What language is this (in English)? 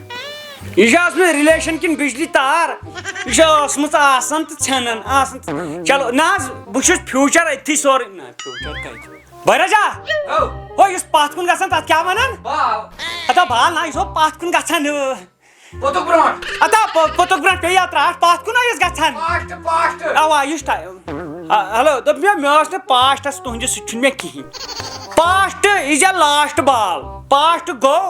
Kashmiri